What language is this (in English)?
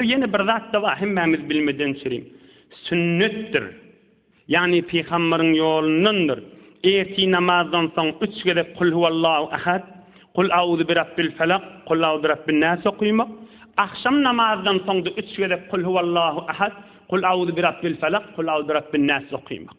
Turkmen